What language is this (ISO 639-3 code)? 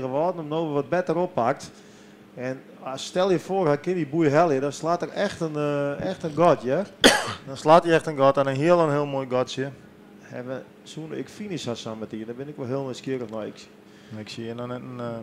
fry